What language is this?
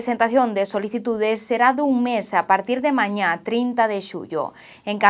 Galician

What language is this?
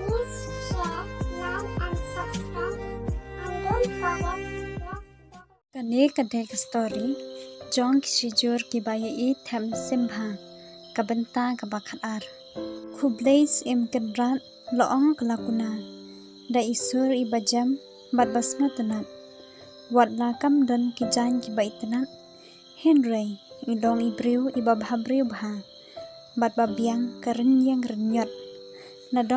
Khasi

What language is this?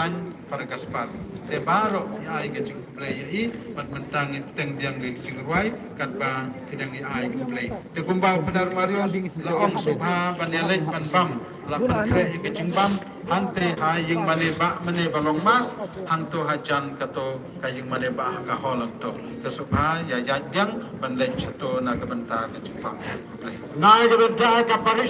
Khasi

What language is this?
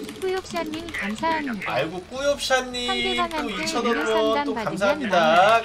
Korean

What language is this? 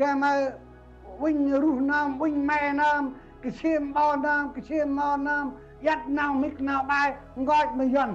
Central Mnong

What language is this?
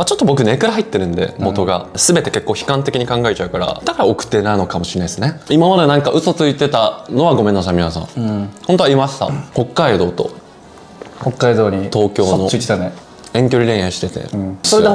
Japanese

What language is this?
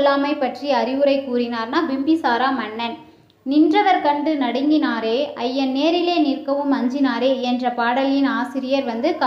Tamil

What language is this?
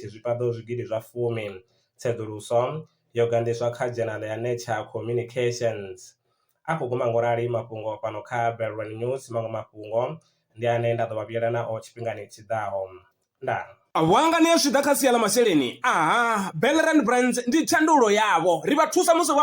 Venda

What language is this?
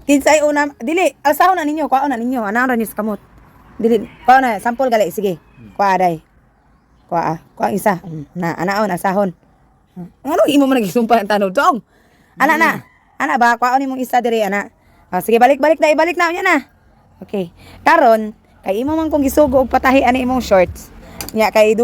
Cebuano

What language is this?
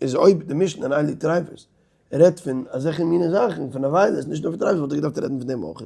Yiddish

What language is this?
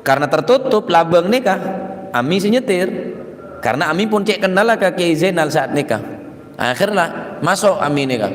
Madurese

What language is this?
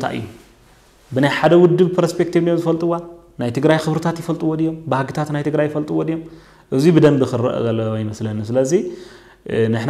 Tigrinya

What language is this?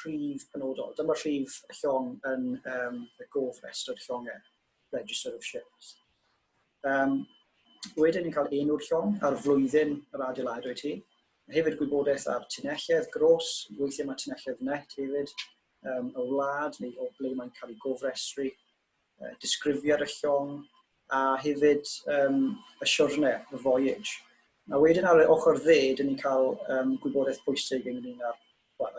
Welsh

